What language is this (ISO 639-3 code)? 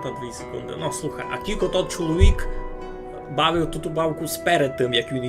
rue